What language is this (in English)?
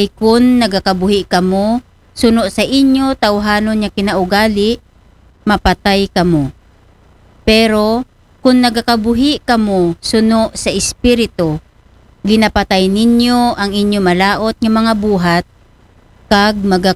Aklanon